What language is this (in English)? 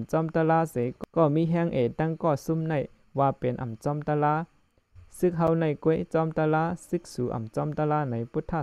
Shan